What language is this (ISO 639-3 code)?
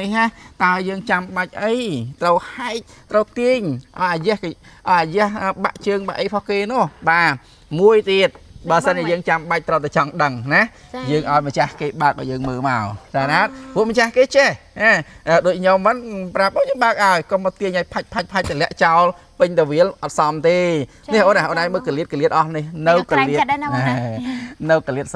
khm